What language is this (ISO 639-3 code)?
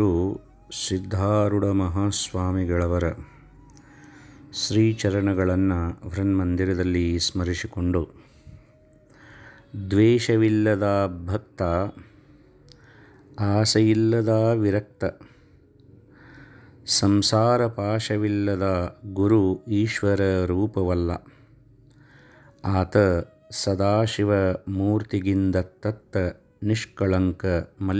kan